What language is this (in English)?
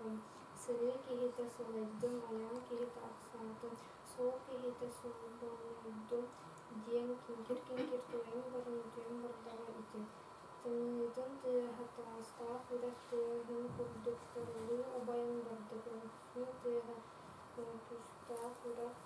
Yakut